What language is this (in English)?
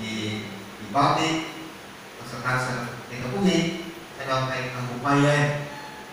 Cebuano